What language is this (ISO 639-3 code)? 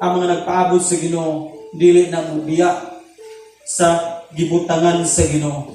ceb